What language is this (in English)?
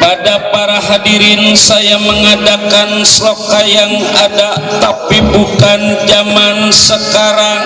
Betawi